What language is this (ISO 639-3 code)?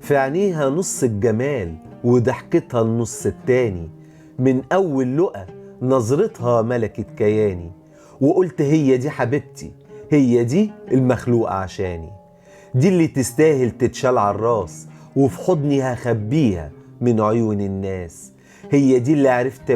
arz